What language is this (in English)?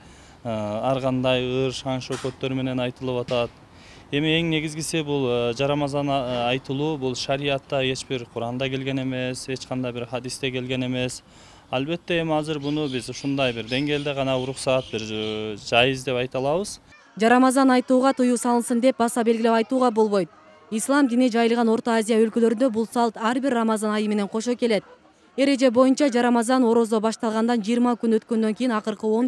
Kyrgyz